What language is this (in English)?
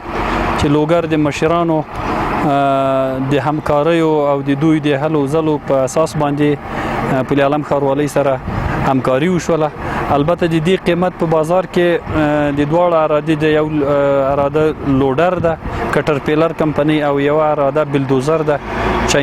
Pashto